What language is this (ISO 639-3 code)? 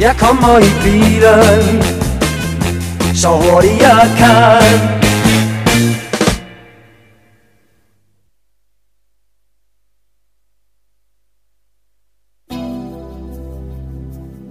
dan